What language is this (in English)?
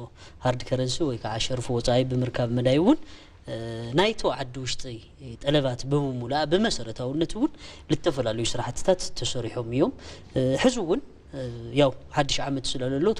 Tigrinya